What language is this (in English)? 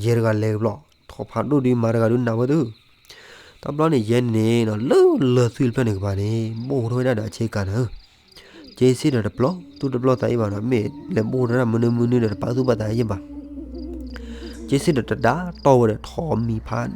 S'gaw Karen